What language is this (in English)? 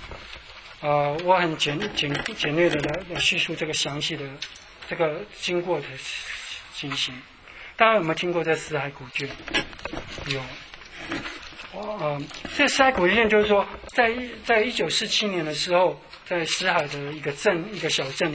Chinese